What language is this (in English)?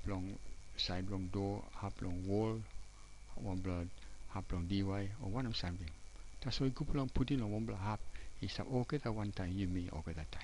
Tok Pisin